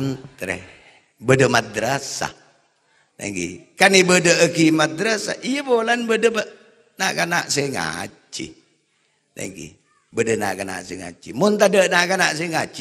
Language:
Madurese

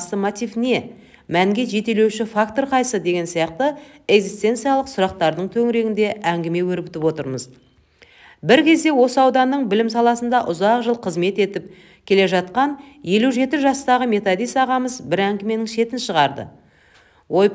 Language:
Kazakh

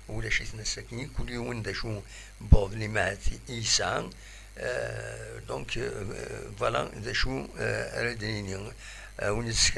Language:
Kabyle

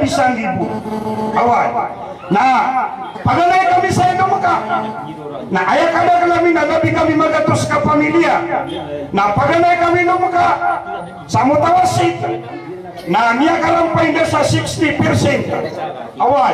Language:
Maranao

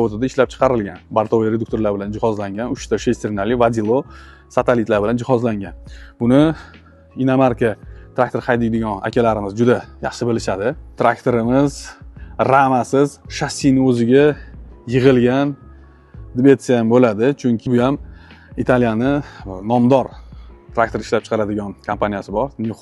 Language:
Uzbek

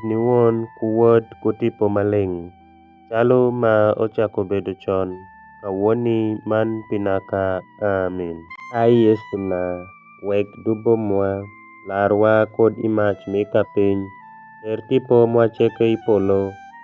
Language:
Alur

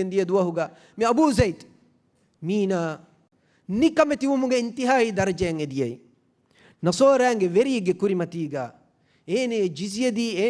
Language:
Divehi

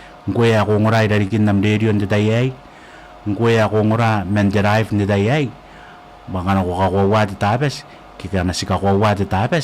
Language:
Gilbertese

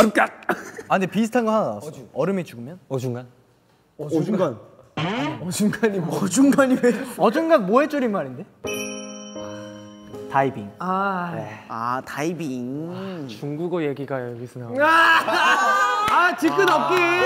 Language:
Korean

